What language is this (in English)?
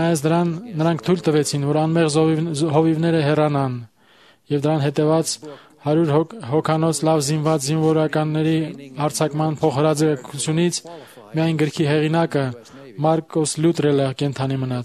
Armenian